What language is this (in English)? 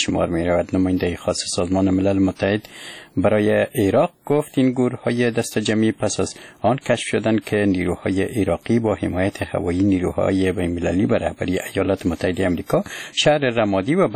Persian